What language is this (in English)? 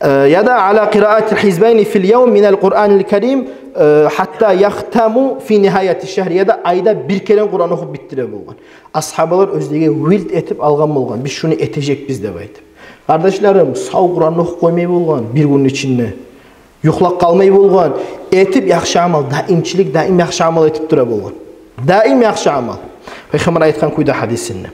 Kumyk